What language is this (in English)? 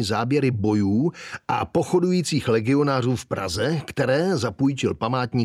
Czech